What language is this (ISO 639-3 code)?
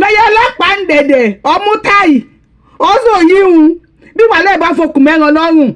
yor